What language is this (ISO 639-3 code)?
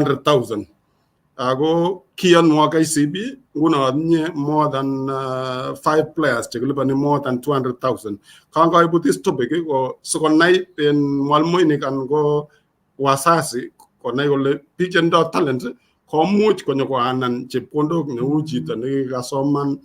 kln